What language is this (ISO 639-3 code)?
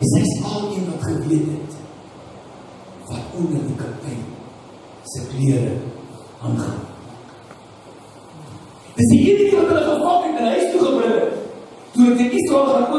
afr